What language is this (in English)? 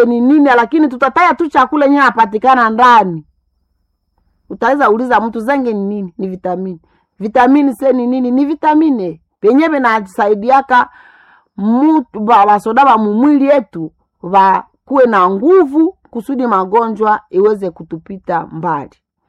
Swahili